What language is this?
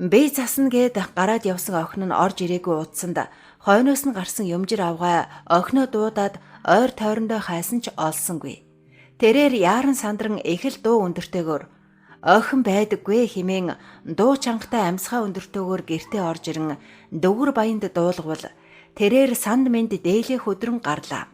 Mongolian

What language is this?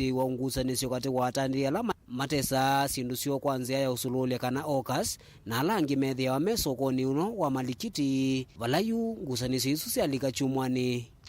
Kamba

